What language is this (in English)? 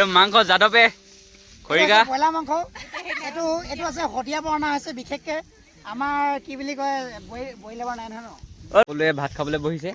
Assamese